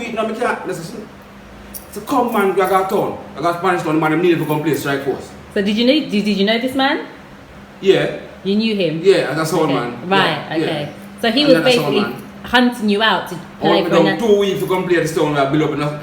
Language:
Jamaican Creole English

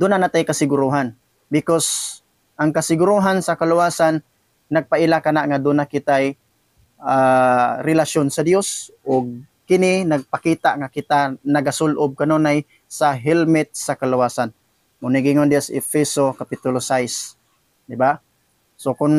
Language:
Cebuano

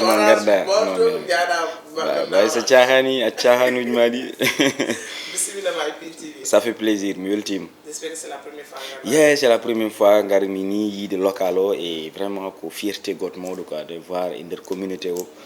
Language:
Fula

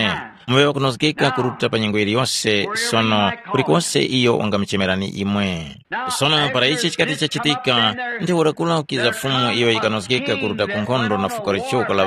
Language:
Tumbuka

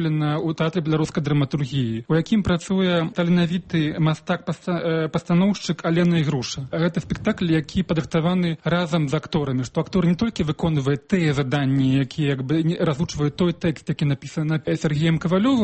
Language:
Belarusian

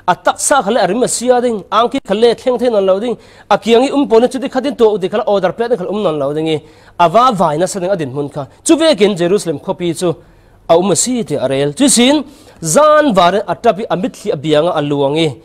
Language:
Falam Chin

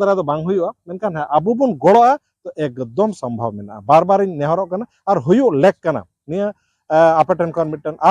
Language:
Santali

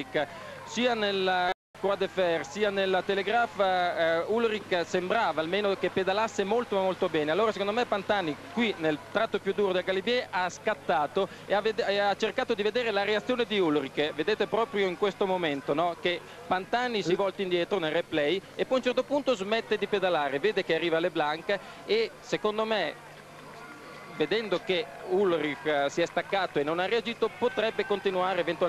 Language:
Italian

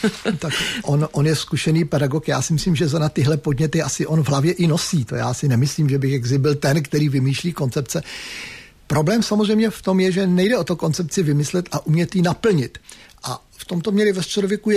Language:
Czech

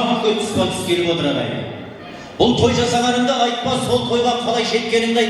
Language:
Kazakh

